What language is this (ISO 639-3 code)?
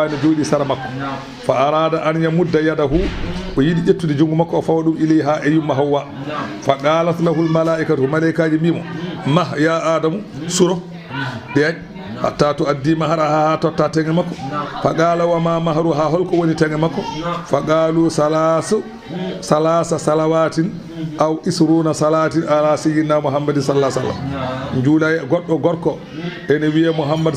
ful